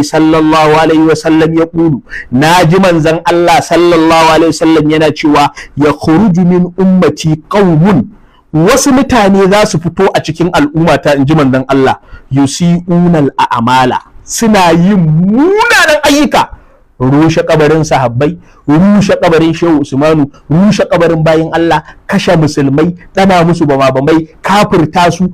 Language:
Hausa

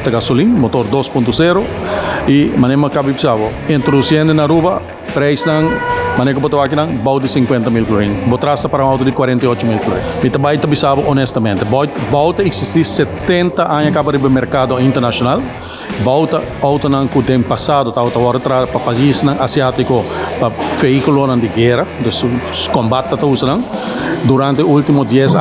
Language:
Papiamento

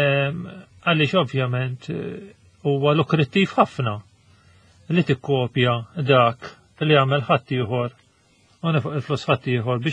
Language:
Maltese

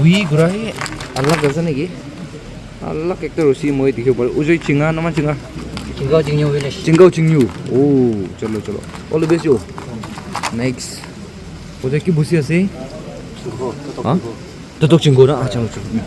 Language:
Naga Pidgin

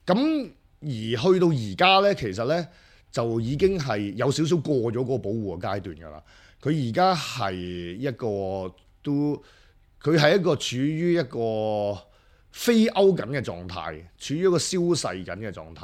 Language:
Cantonese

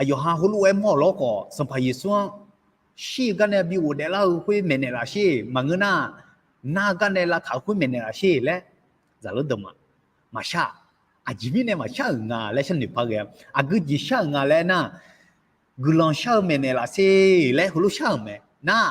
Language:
Akha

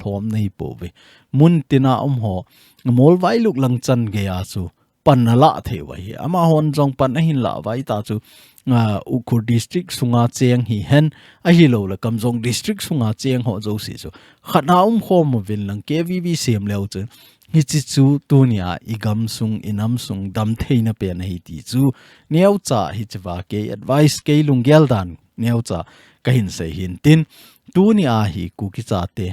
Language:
Thado Chin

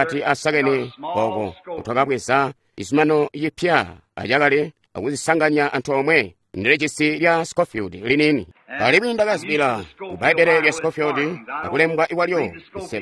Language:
Tonga (Zambia)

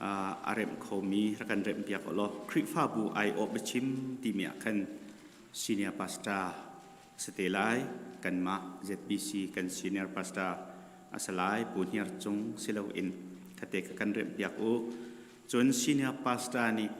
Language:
Hakha Chin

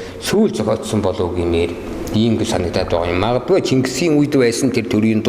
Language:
Mongolian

